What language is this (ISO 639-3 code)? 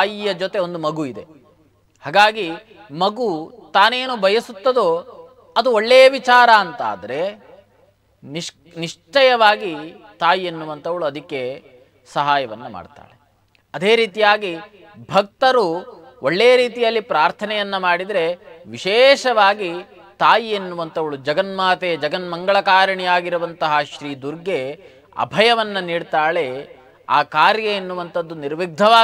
kan